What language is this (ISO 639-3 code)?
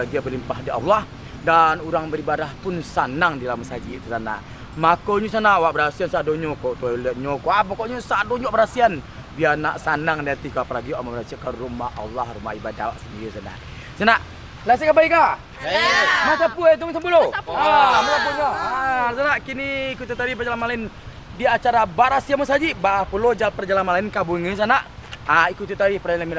min